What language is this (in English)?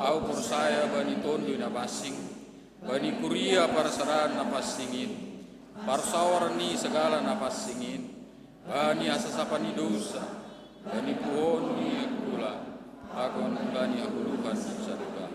Batak Simalungun